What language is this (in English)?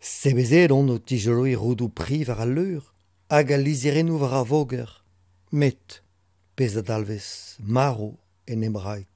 Breton